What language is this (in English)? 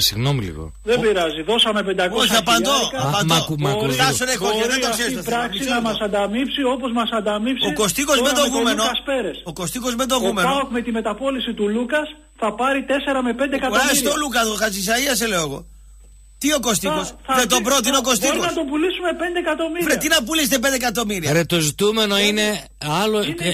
Greek